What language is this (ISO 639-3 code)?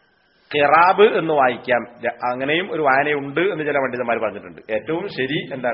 mal